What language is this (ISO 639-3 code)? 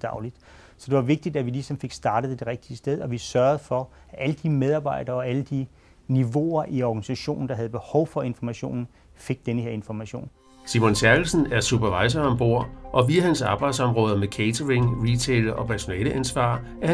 dan